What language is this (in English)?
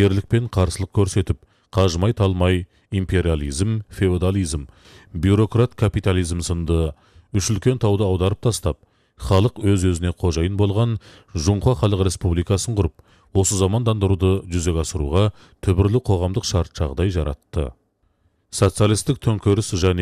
Kazakh